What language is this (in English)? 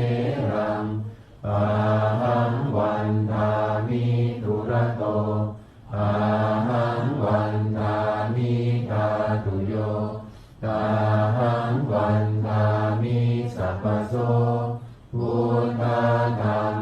Pali